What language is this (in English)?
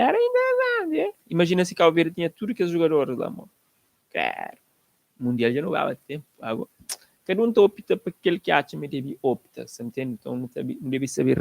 Kabuverdianu